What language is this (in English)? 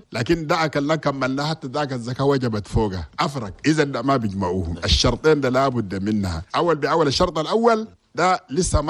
Chadian Arabic